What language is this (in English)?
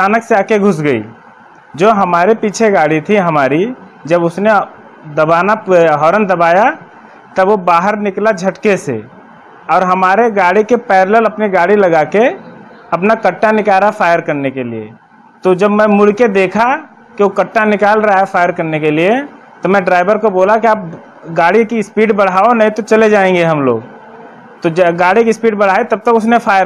Hindi